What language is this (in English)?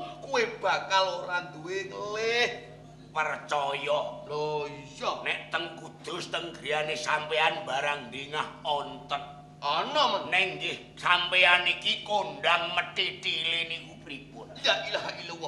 Javanese